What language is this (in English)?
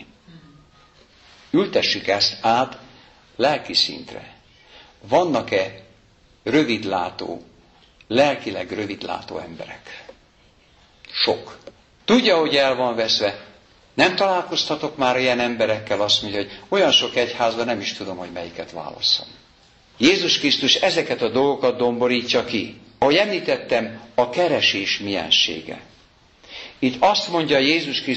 Hungarian